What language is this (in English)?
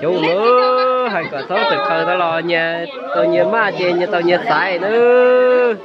Hmong